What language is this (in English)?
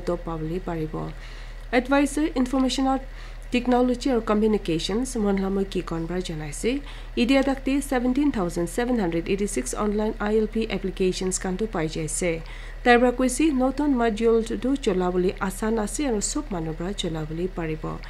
Naga Pidgin